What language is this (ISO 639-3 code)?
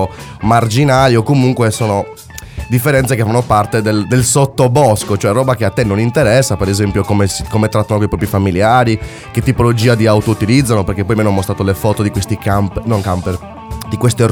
ita